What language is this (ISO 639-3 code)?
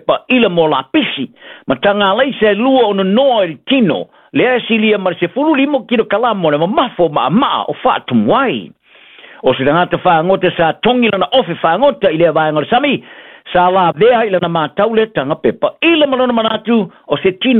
smo